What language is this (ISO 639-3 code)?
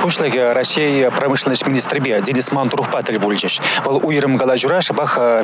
chv